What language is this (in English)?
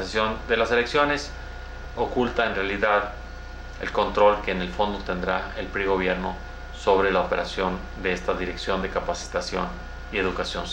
Spanish